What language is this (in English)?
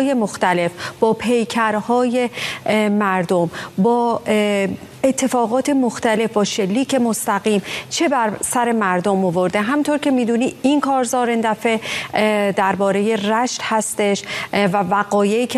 Persian